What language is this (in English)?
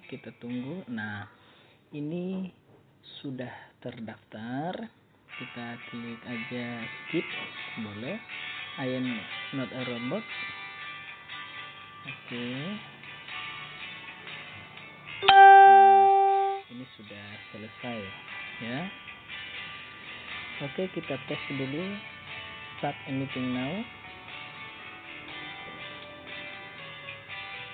Indonesian